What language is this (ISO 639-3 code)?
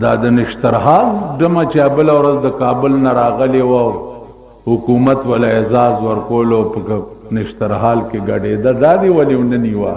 pus